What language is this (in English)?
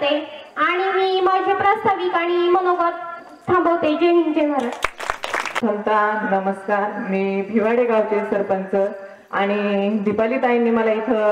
Marathi